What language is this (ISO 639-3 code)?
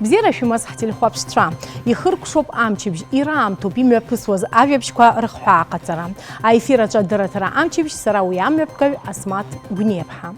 abk